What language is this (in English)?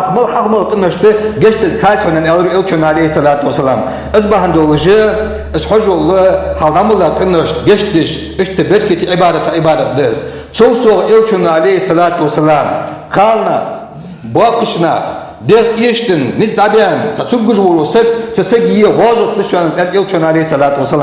Ingush